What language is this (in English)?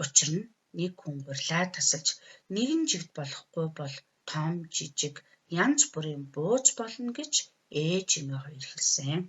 Mongolian